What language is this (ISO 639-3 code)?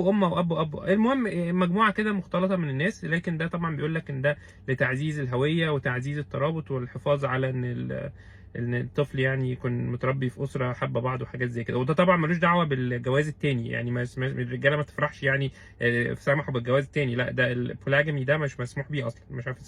arz